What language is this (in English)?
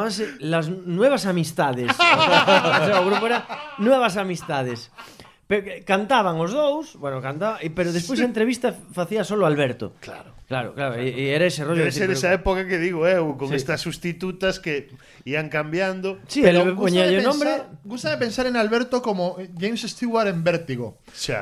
Galician